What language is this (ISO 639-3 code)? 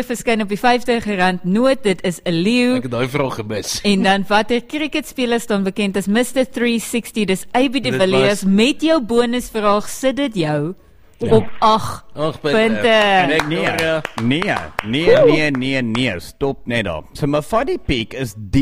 afr